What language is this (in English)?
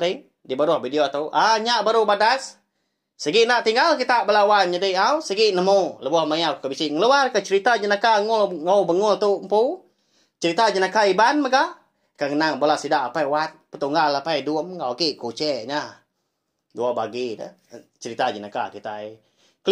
Iban